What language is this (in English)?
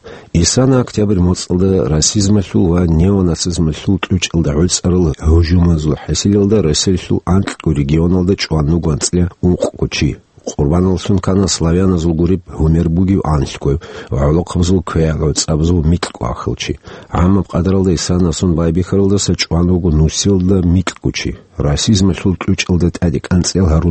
Avaric